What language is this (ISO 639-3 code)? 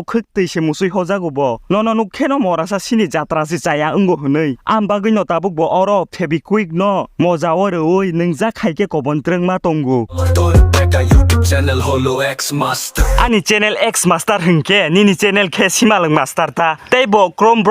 trp